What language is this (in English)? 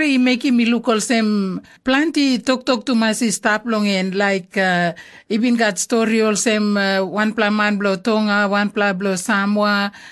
Tok Pisin